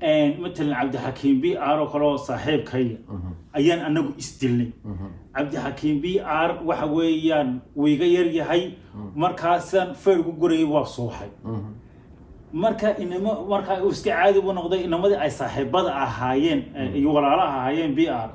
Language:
Somali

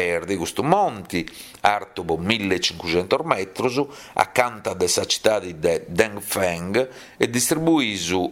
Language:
Sardinian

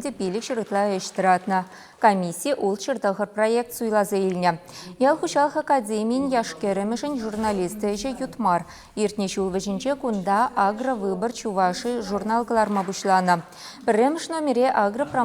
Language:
Chuvash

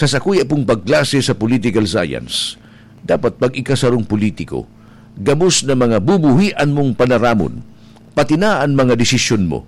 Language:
Bikol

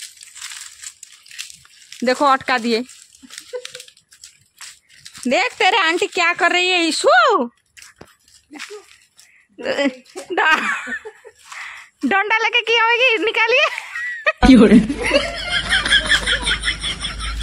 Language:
Hindi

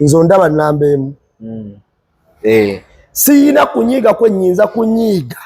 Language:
Ganda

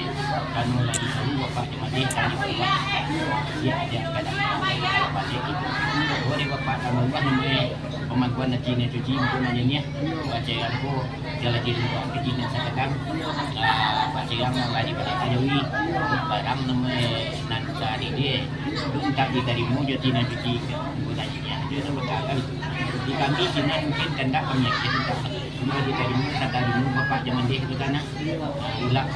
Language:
Minangkabau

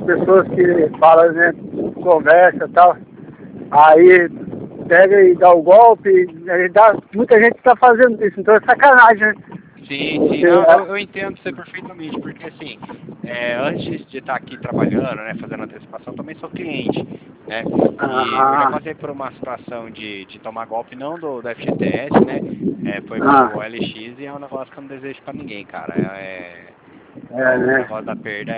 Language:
Portuguese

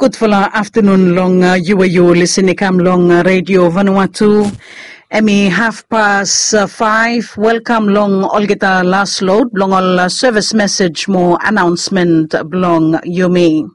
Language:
Bislama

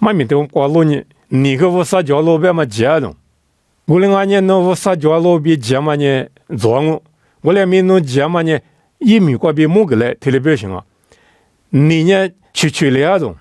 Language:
Lisu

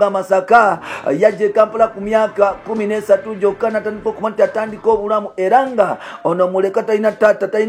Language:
Ganda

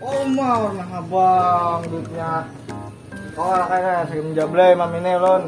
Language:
Banjar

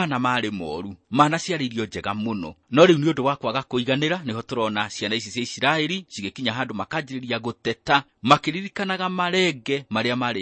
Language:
Kikuyu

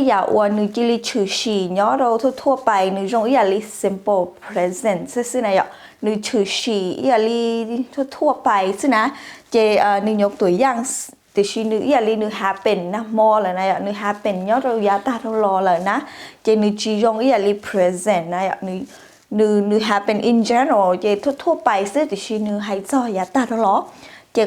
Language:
Hmong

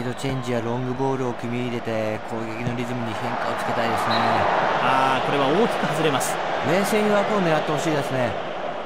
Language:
Japanese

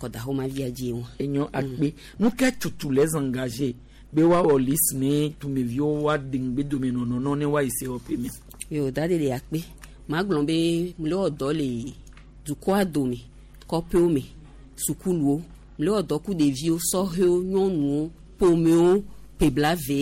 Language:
Gen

